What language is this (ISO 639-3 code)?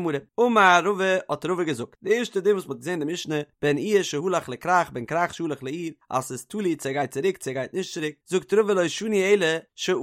yid